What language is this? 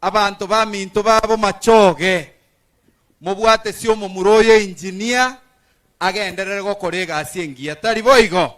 Gusii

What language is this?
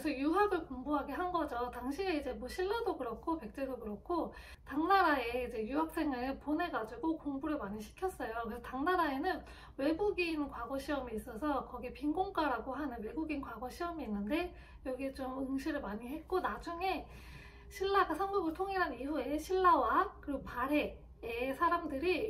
Korean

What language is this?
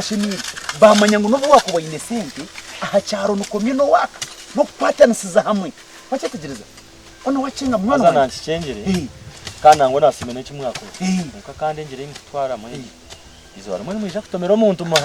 Nyankole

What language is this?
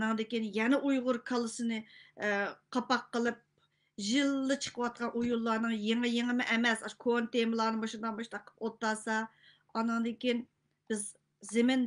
Uyghur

